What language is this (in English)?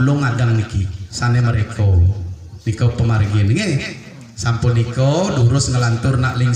Balinese